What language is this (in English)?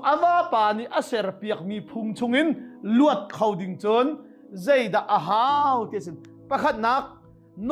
Hakha Chin